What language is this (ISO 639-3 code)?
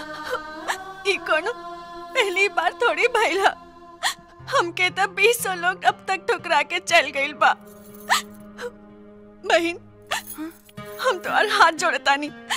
bho